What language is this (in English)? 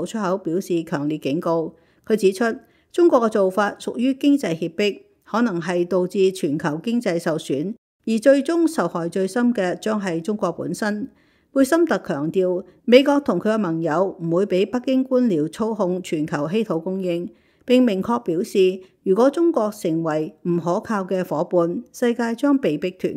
Cantonese